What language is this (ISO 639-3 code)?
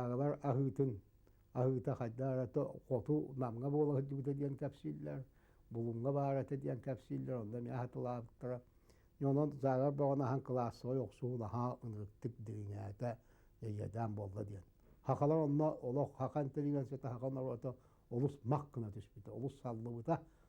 sah